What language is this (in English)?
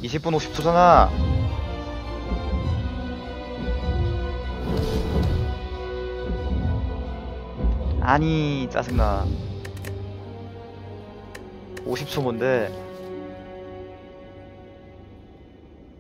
Korean